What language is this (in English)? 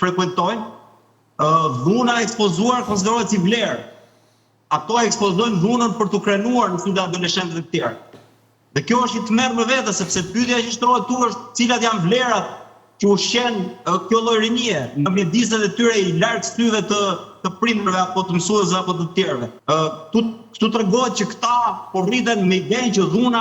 Albanian